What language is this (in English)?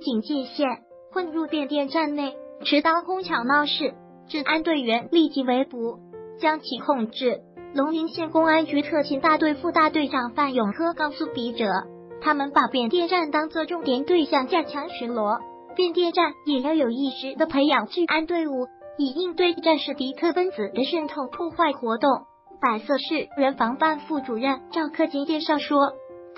Chinese